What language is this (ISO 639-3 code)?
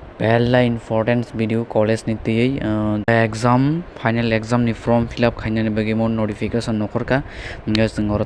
trp